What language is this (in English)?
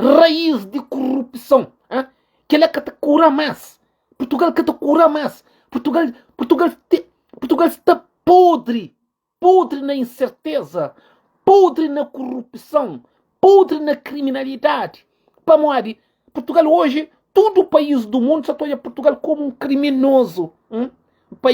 Kabuverdianu